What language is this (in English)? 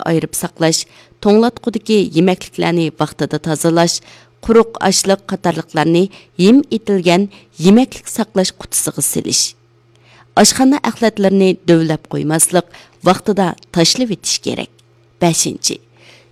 Uyghur